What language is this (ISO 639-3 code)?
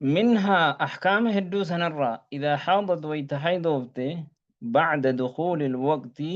orm